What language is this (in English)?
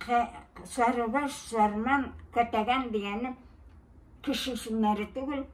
Bashkir